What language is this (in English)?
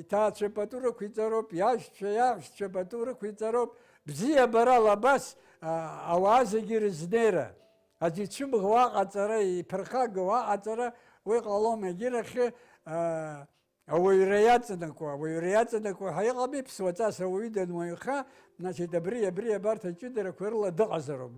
Abkhazian